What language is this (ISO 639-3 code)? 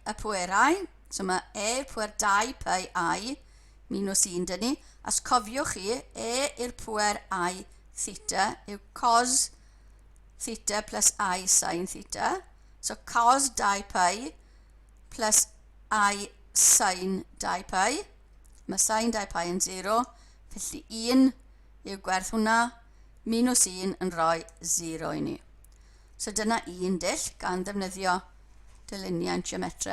cym